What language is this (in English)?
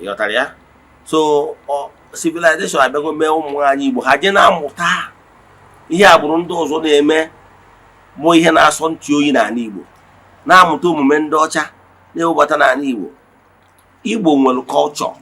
Igbo